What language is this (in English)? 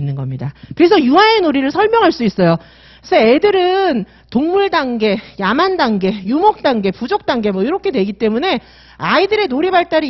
Korean